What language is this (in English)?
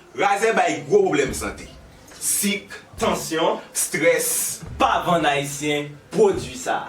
Haitian Creole